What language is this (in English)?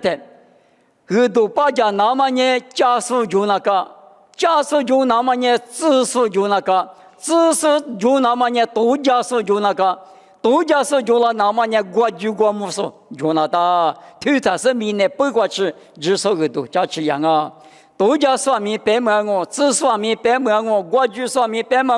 Lisu